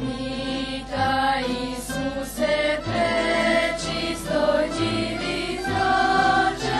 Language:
Rusyn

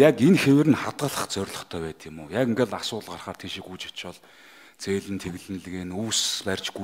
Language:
Mongolian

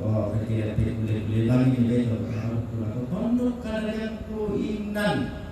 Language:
Toraja-Sa'dan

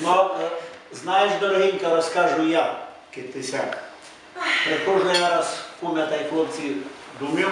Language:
Rusyn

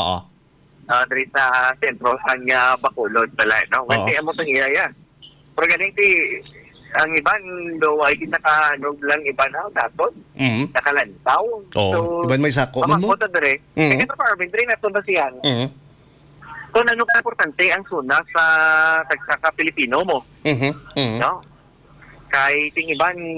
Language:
Hiligaynon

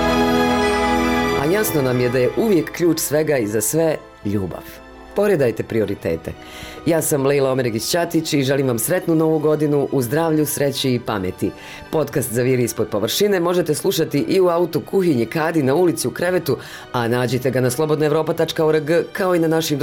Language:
Bosnian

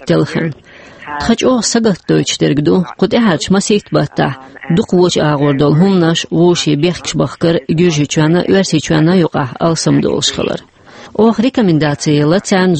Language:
Chechen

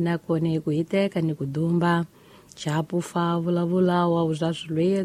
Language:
Tsonga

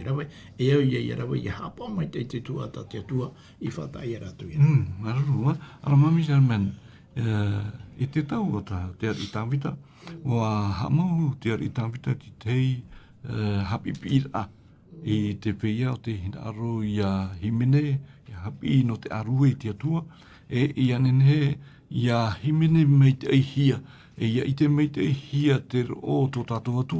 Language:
Tahitian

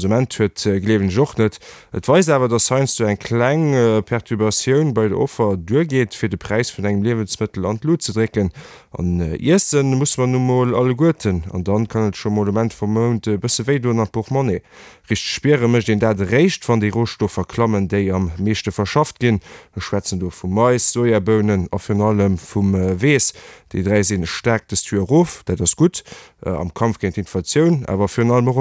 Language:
Luxembourgish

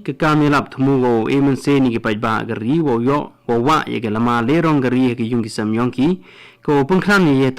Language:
Khasi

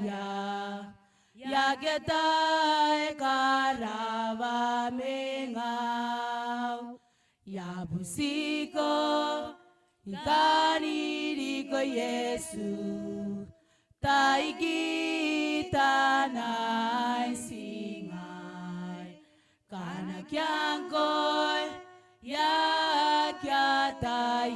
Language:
Gilbertese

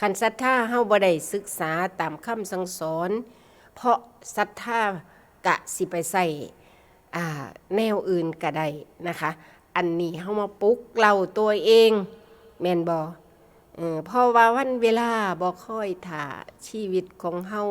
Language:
Northeastern Thai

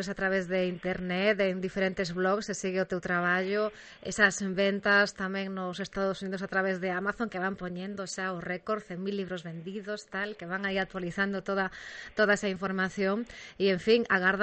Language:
Galician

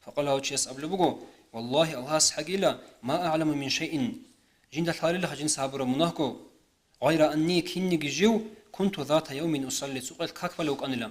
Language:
Avaric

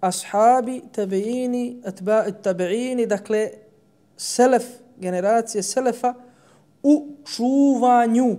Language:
Bosnian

